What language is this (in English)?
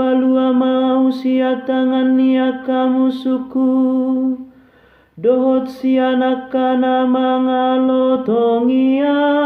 Batak Toba